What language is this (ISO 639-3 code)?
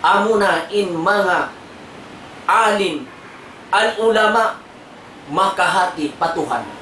tsg